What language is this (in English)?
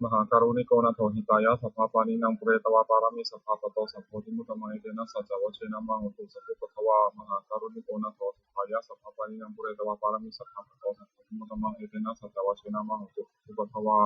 Pali